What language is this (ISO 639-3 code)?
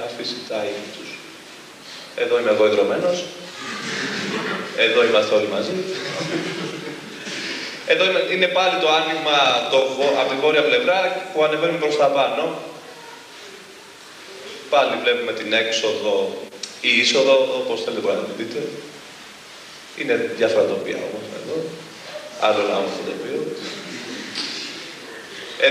ell